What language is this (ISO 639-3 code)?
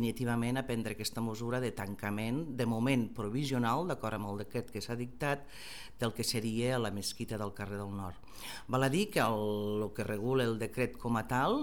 cat